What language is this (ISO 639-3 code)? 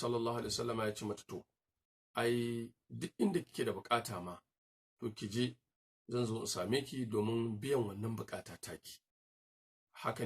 hau